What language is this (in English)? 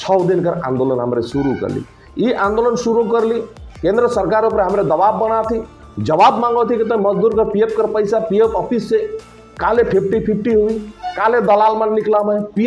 Sadri